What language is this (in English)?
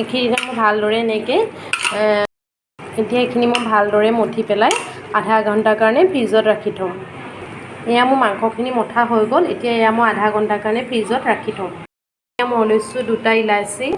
Assamese